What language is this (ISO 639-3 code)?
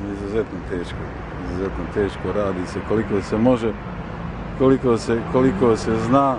bos